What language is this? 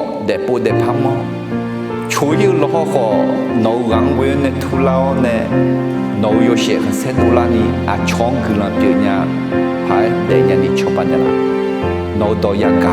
Akha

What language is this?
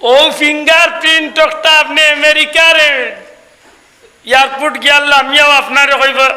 Sylheti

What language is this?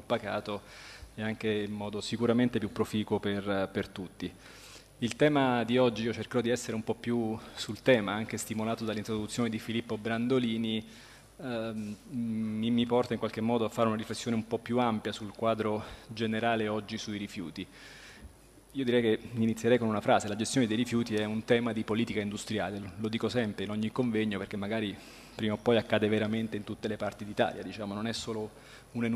Italian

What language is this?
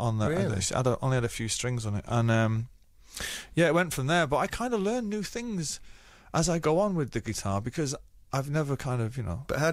English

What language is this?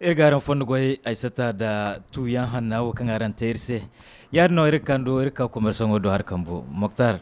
Zarma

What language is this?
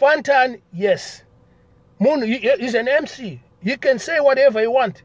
Shona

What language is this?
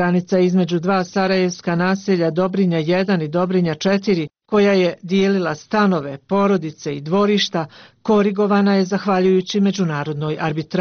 Bosnian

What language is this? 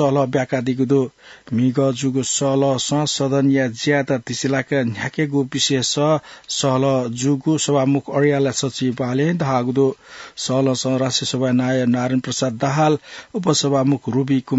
Newari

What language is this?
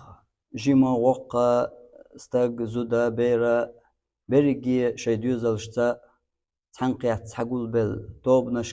Chechen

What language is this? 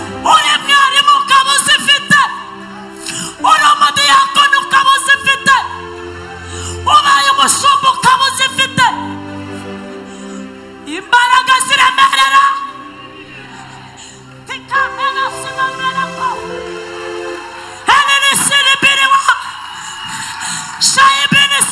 Kinyarwanda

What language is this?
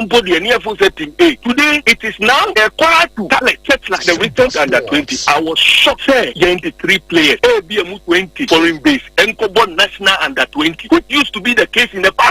Akan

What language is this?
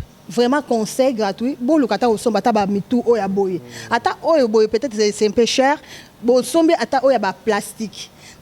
Lingala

